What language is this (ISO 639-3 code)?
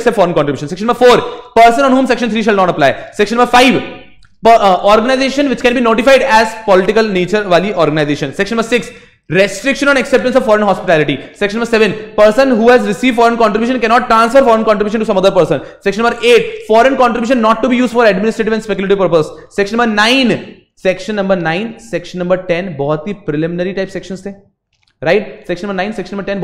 hin